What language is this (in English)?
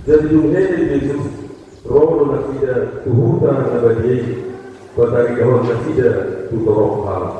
Batak Toba